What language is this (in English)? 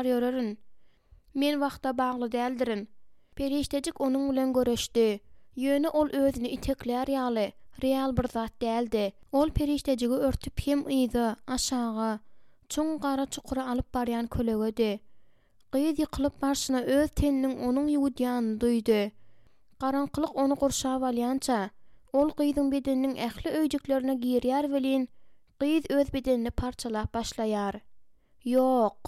Turkmen